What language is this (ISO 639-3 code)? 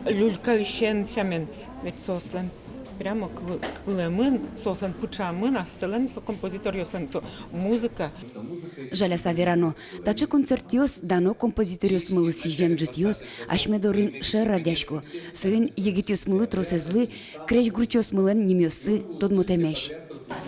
udm